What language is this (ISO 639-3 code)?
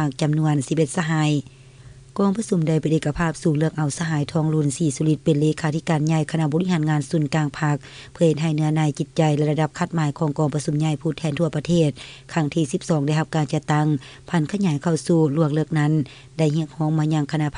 lao